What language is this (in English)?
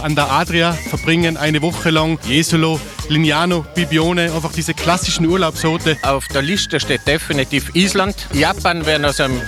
German